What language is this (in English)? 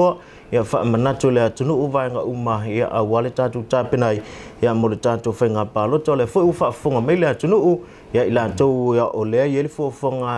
Samoan